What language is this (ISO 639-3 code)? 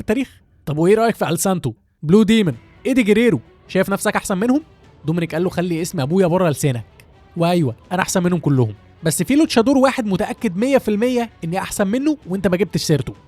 arz